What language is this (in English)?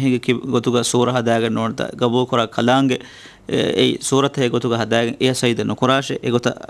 Divehi